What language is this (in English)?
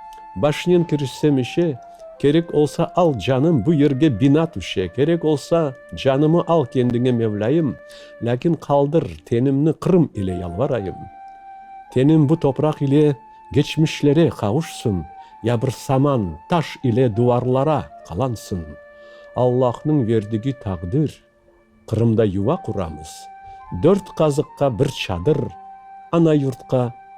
Crimean Tatar